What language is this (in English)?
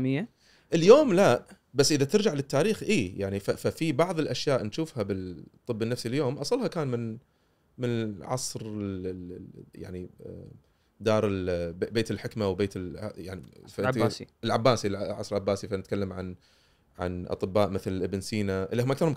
Gulf Arabic